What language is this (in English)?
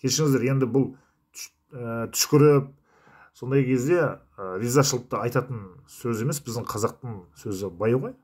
Kazakh